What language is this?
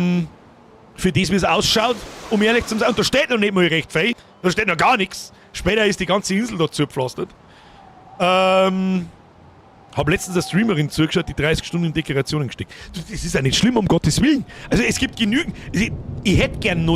Bavarian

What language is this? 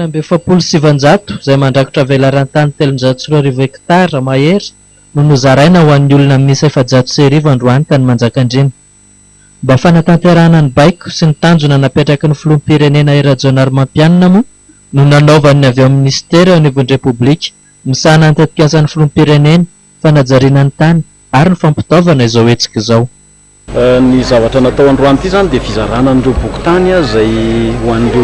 Malagasy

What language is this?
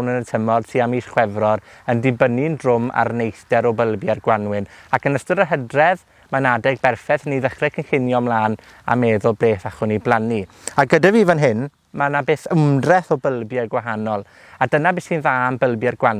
Welsh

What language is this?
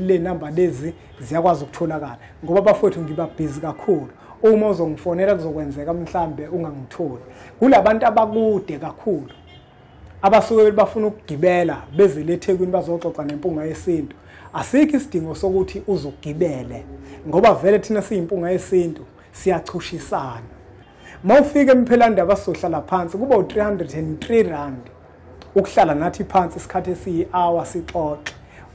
Zulu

